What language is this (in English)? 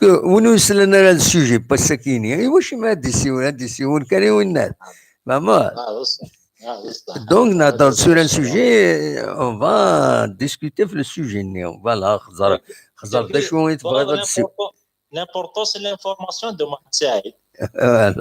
Kabyle